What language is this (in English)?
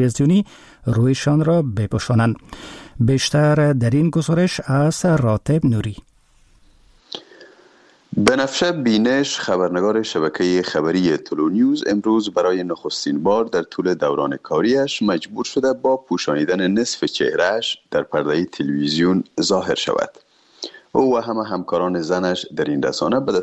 Persian